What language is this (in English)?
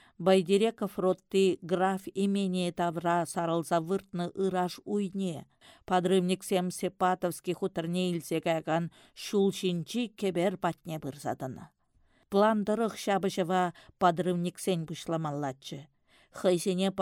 Chuvash